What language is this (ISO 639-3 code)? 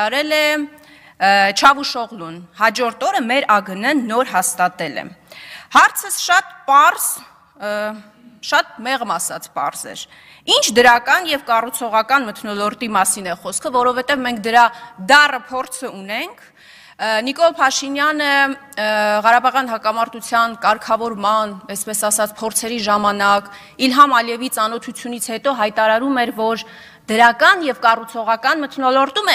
hye